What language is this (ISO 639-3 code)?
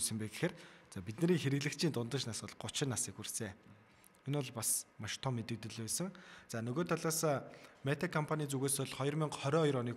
mon